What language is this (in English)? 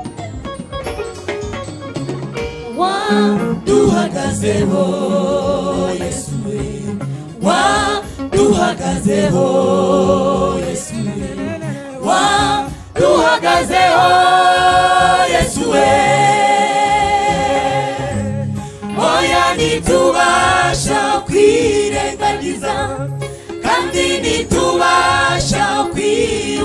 Kinyarwanda